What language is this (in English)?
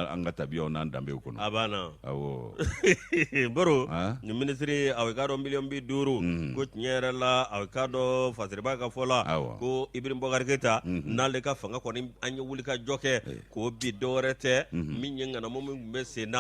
Bambara